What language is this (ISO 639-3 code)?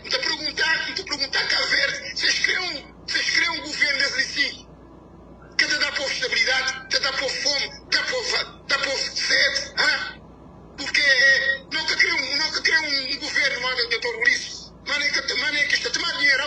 kea